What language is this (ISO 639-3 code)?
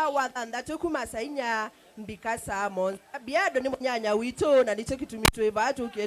kam